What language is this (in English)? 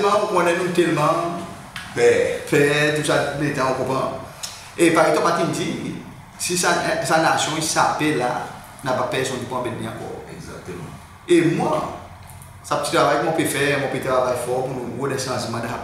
Seselwa Creole French